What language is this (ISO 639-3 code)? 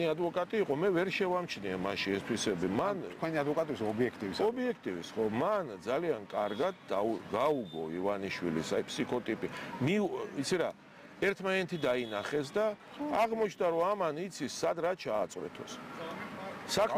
kat